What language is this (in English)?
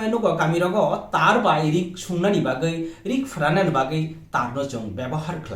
Kok Borok